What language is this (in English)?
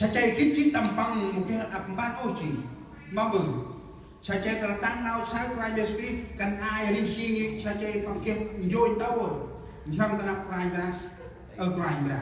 Central Mnong